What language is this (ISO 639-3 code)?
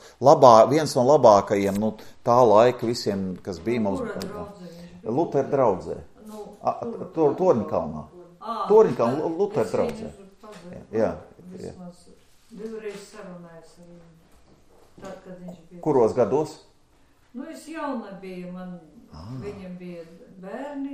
lav